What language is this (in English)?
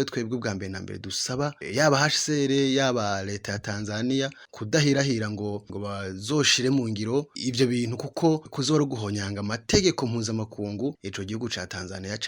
Rundi